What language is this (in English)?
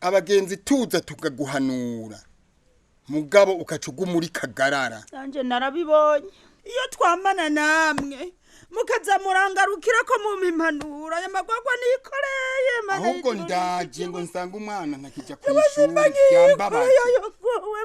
Rundi